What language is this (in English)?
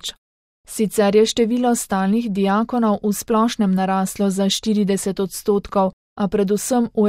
Slovenian